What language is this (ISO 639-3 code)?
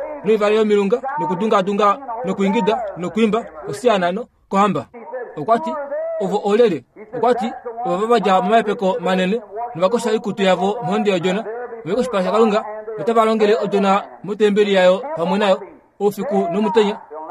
kua